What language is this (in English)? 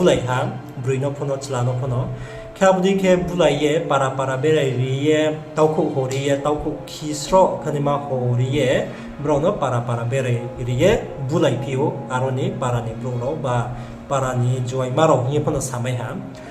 Riang (India)